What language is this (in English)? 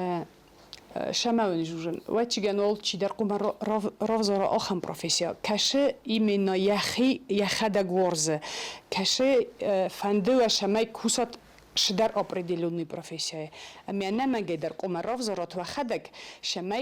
Ossetic